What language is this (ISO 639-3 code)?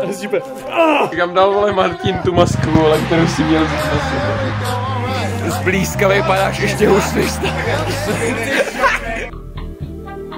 ces